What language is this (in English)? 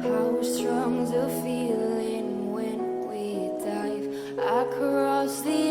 Karbi